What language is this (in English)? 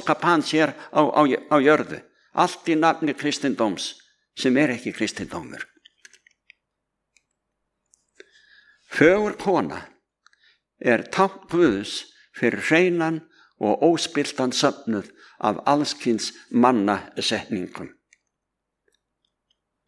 Icelandic